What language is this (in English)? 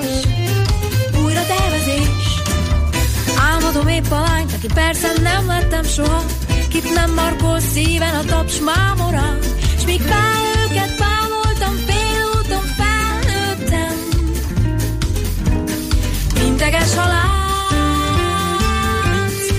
Hungarian